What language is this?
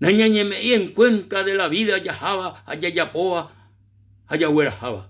Guarani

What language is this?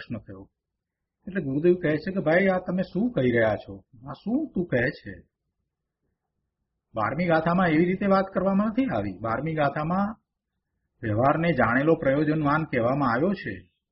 Gujarati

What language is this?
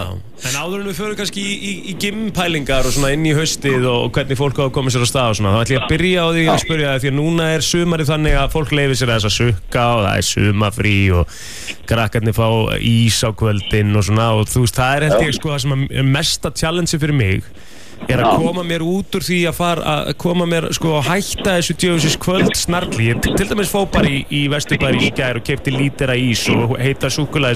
Icelandic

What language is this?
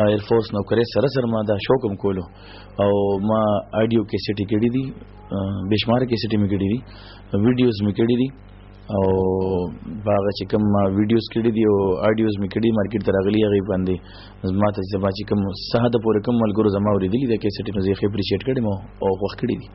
Pashto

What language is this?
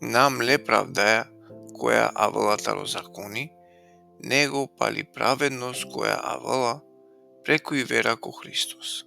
Balkan Romani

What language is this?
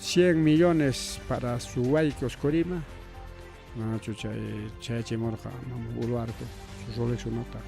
Ayacucho Quechua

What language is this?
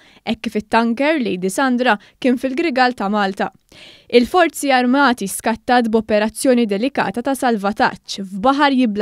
Maltese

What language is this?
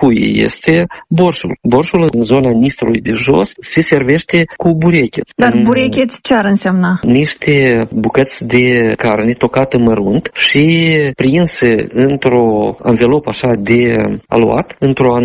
Romanian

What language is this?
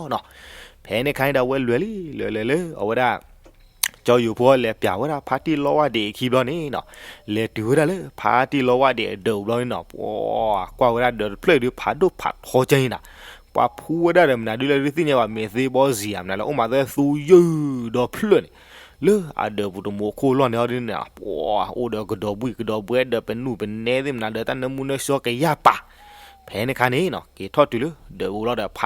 S'gaw Karen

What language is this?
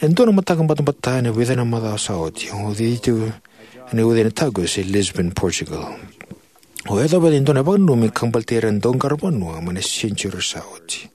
Fijian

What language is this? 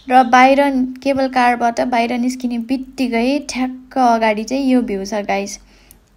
Nepali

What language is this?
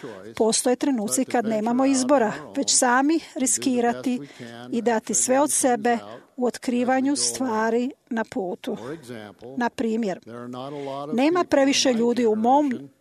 Croatian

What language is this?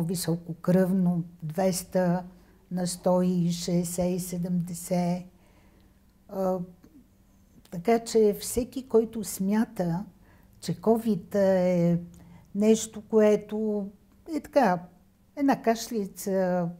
Bulgarian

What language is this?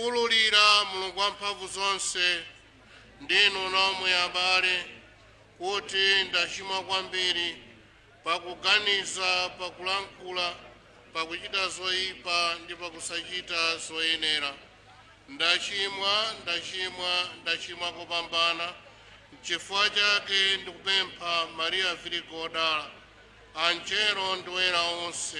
Nyanja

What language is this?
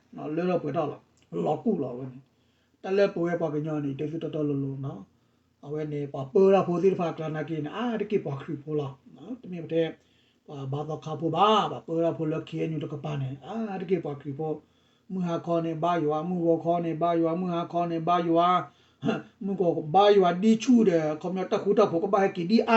S'gaw Karen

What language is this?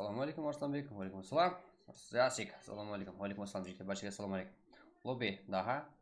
Kara-Kalpak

